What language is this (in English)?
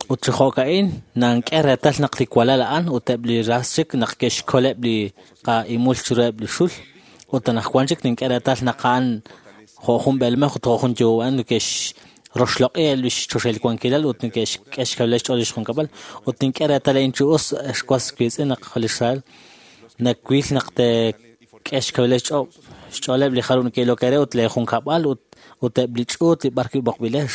Kekchí